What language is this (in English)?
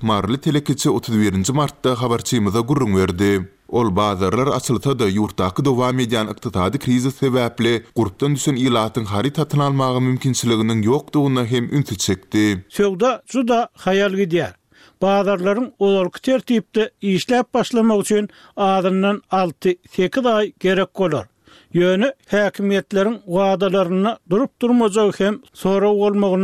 Turkmen